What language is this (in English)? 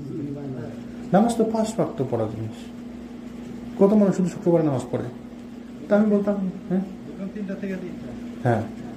Bangla